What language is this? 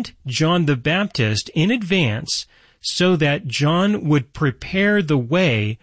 English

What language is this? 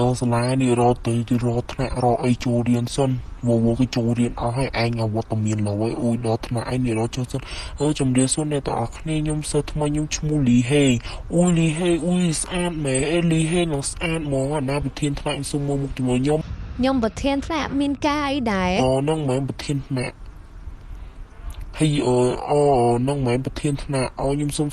Khmer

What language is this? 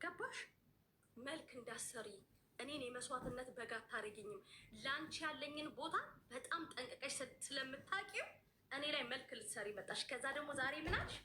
Amharic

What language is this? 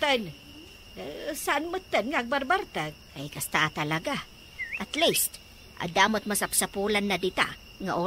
Iloko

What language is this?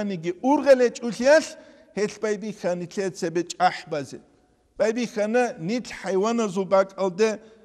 Avaric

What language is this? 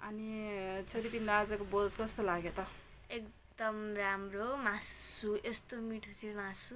Nepali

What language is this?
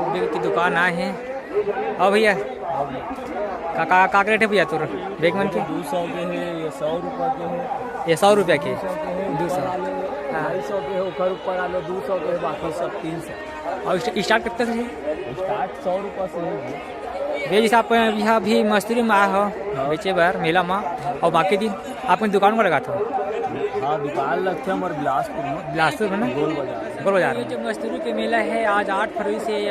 Chhattisgarhi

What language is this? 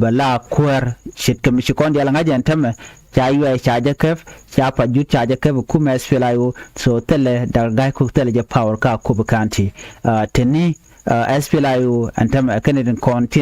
Nuer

